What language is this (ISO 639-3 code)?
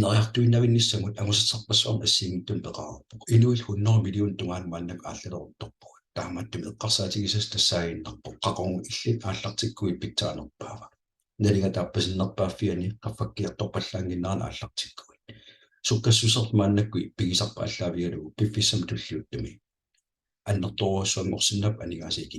kal